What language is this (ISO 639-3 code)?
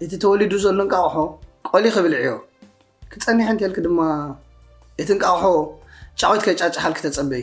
tir